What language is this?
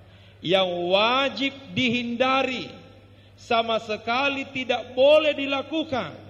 Buginese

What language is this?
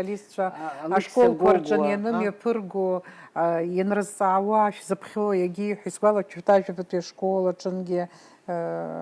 Abkhazian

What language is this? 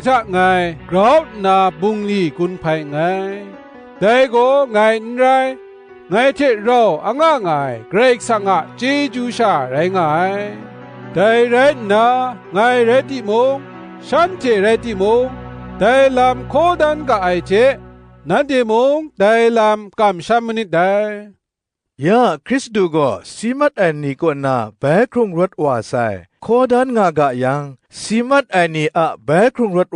Kachin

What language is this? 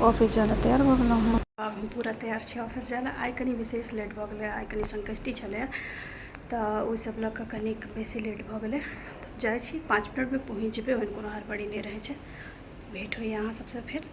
Maithili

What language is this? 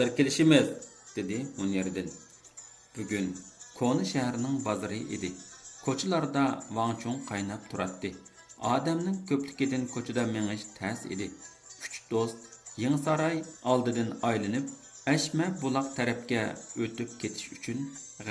Uyghur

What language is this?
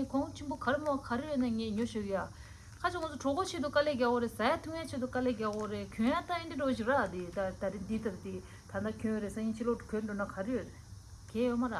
Tibetan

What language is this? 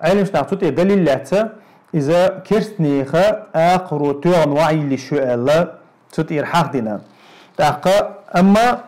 Chechen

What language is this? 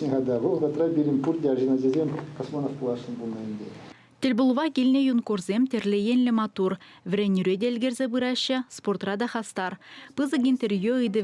Chuvash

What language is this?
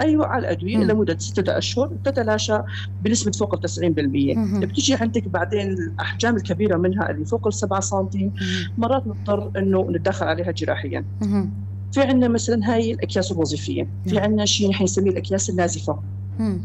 North Levantine Arabic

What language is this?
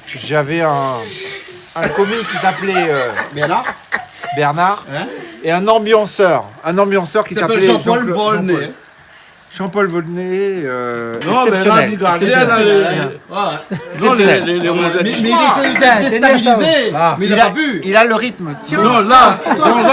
Réunion Creole French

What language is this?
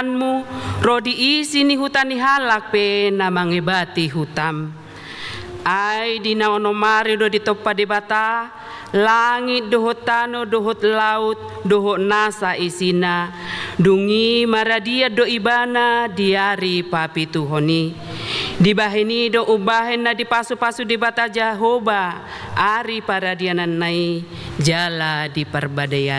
Batak Toba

